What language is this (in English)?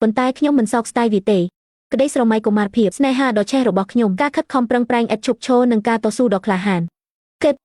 Khmer